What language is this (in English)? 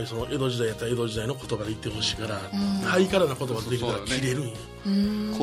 Japanese